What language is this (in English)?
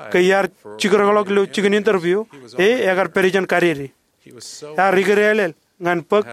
Marshallese